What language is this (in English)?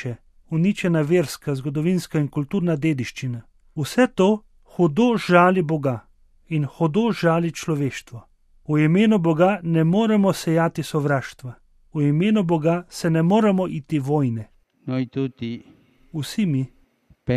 Slovenian